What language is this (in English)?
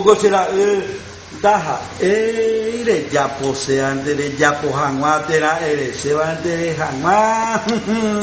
Guarani